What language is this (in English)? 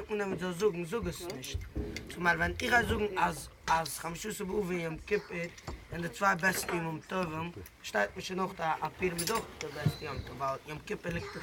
Yiddish